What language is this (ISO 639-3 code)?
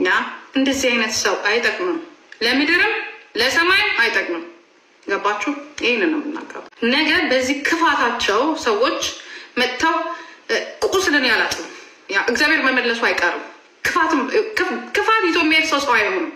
amh